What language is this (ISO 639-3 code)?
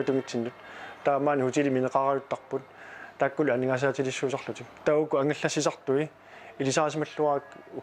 kal